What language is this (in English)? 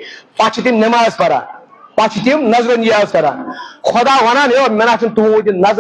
Kashmiri